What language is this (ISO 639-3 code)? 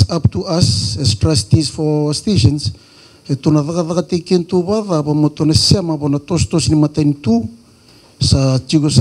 fij